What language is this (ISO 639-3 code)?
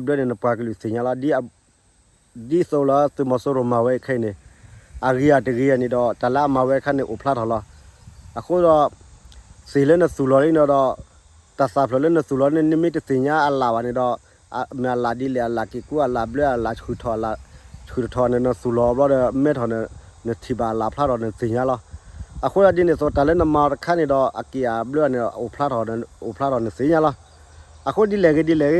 ksw